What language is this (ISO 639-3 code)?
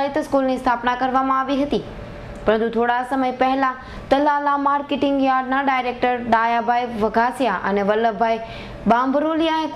guj